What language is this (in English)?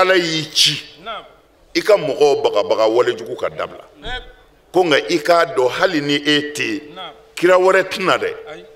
Bambara